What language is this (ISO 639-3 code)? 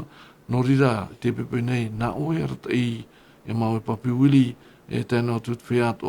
tah